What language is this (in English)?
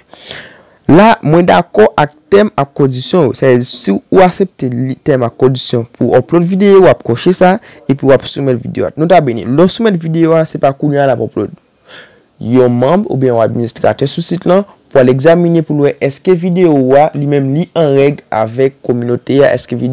Haitian Creole